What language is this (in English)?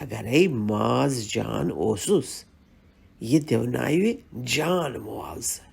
Kashmiri